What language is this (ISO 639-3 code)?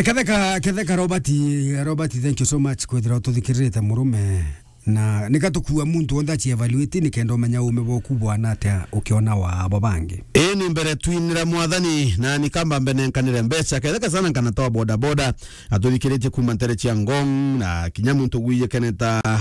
mer